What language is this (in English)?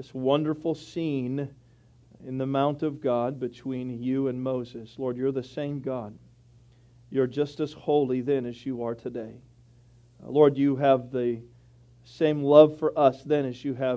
English